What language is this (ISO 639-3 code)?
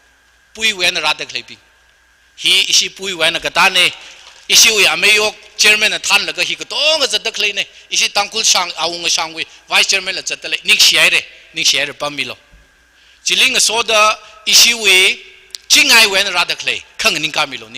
nmf